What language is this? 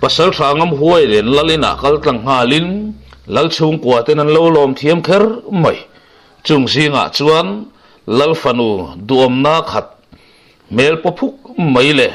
Mizo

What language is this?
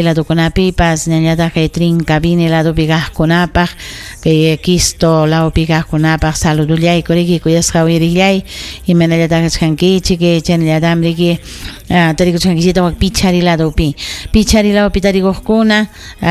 Ayacucho Quechua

